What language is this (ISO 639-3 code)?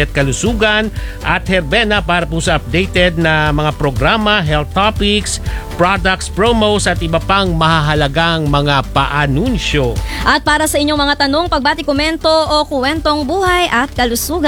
fil